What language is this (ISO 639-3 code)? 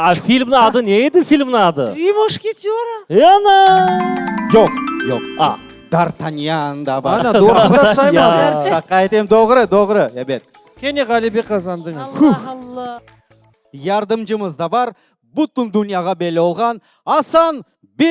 crh